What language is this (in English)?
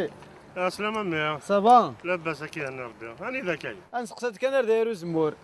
Kabyle